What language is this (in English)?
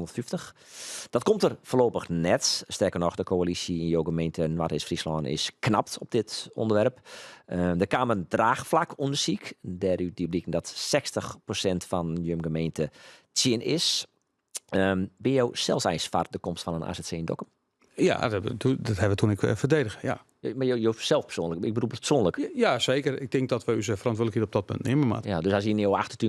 Western Frisian